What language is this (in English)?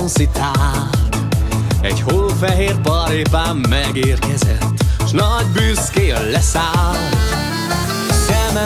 Hungarian